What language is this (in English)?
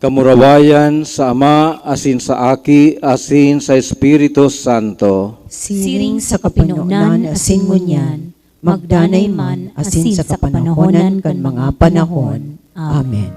Bikol